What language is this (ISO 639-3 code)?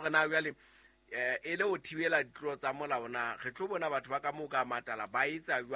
sot